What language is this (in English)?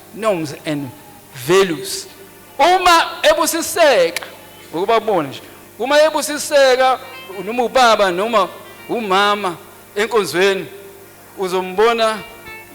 Zulu